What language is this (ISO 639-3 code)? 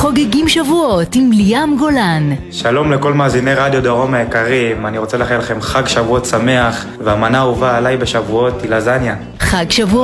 heb